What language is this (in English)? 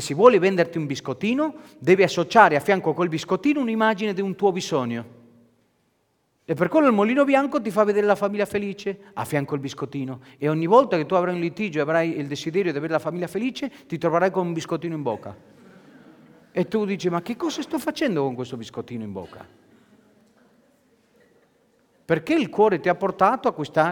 Italian